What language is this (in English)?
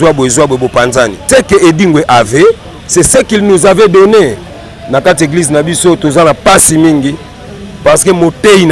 Lingala